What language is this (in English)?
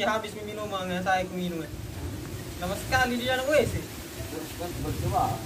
Makassar Malay